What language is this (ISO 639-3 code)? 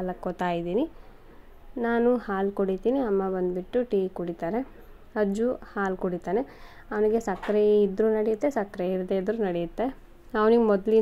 kan